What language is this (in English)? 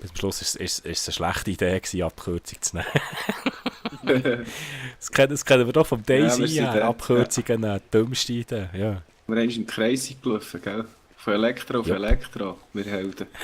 Swiss German